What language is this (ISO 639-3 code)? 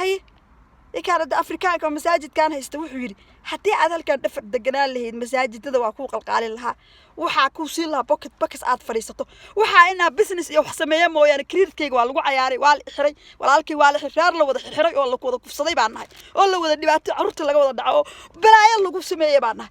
som